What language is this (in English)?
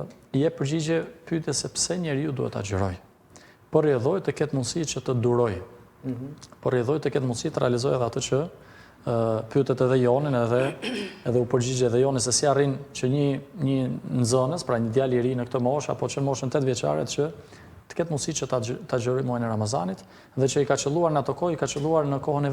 Albanian